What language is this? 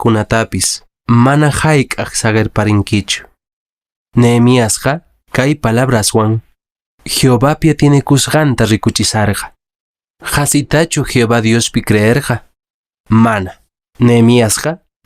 Quechua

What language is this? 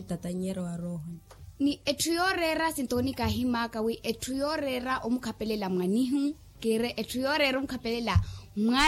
Makhuwa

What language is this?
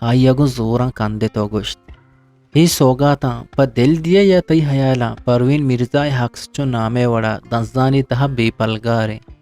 Eastern Balochi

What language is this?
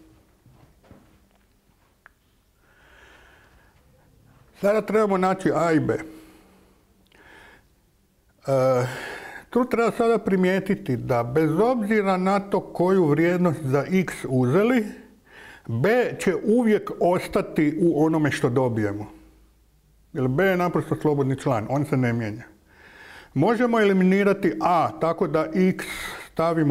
Croatian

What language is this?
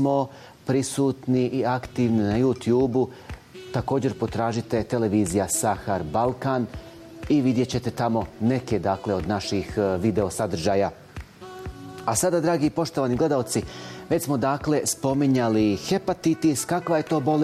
Bosnian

